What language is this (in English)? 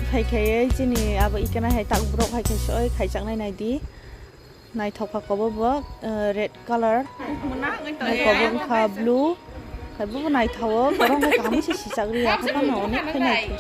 Kok Borok